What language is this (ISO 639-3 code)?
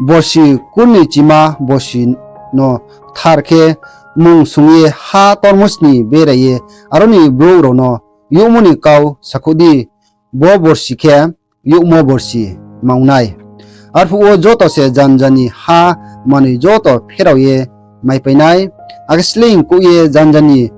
ria